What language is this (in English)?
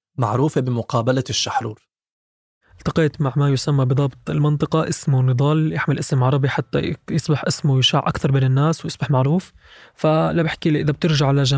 North Levantine Arabic